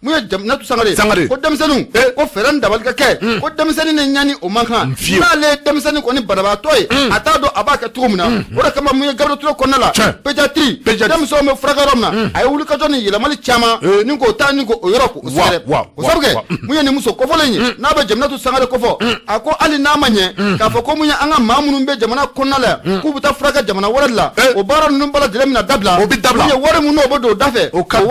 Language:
Bambara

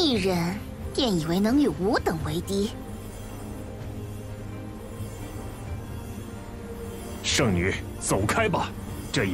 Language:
Chinese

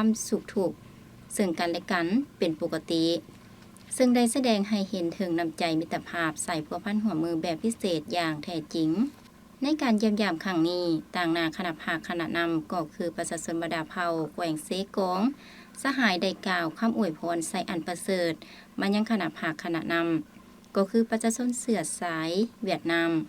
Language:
Lao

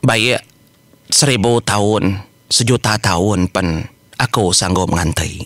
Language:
Iban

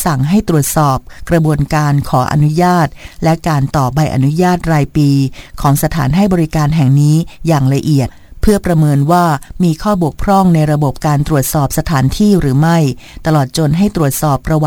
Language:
Thai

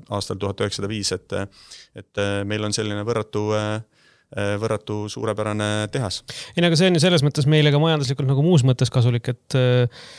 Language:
Estonian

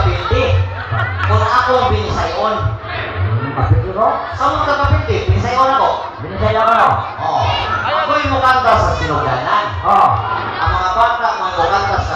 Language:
Cebuano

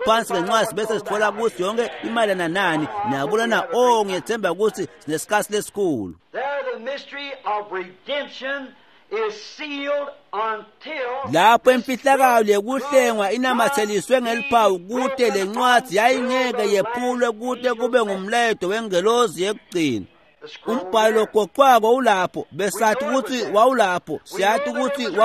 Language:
Swati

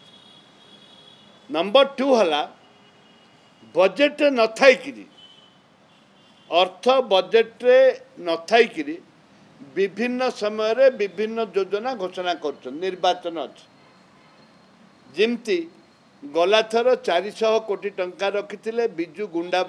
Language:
Odia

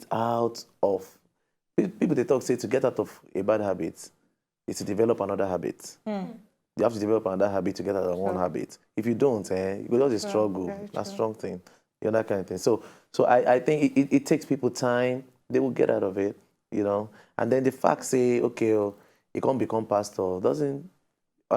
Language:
Nigerian Pidgin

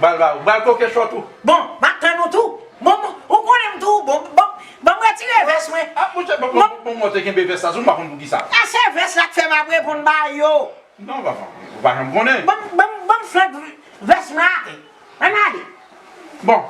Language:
Haitian Creole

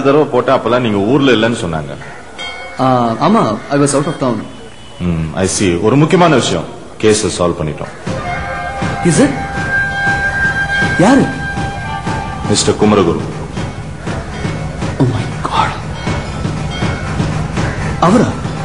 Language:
Tamil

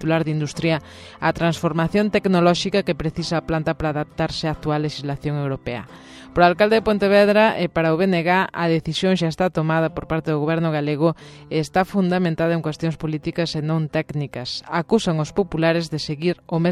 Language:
Galician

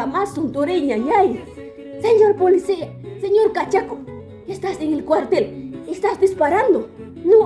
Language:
Ayacucho Quechua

